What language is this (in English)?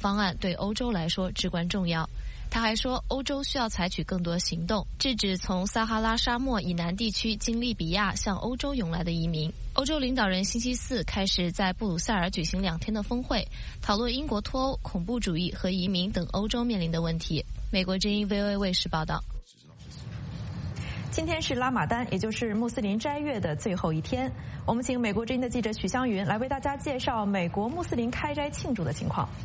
Chinese